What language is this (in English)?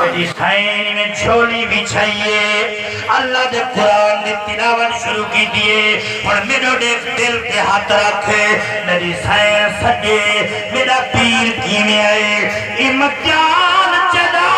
Saraiki